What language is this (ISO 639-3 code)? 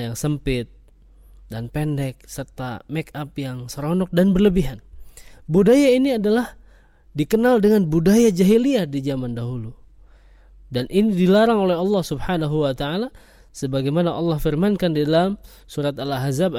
ind